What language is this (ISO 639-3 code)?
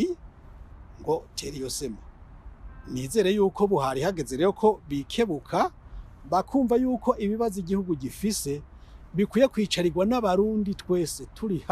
run